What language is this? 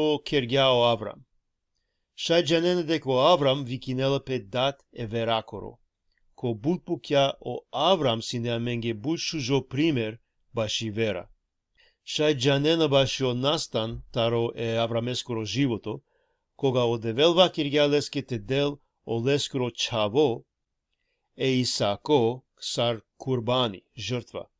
Balkan Romani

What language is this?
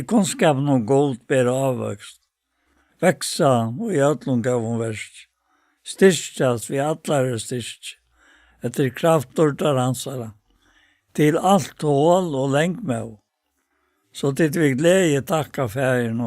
Faroese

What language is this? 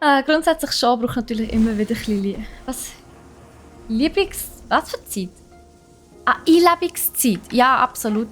Swiss German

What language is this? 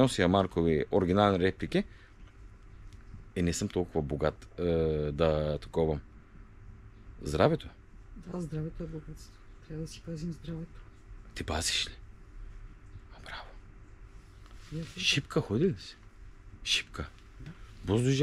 Bulgarian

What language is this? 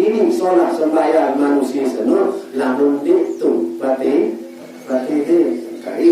Sasak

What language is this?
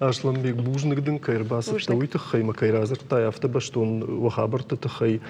Ossetic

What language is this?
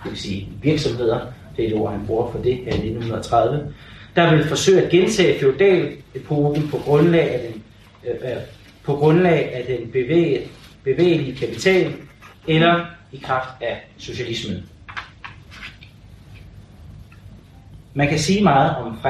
Danish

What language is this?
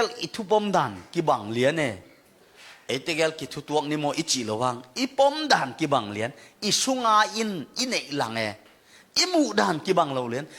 Tedim Chin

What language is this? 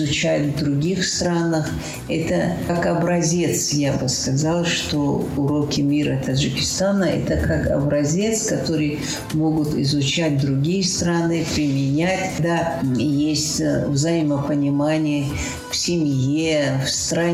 Russian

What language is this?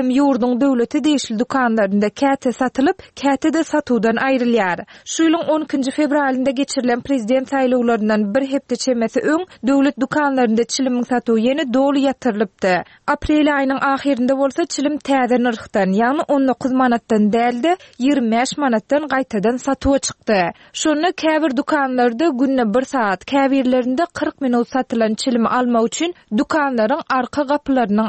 Turkmen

